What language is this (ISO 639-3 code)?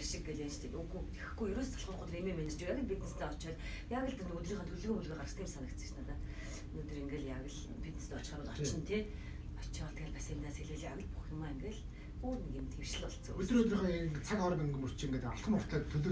mon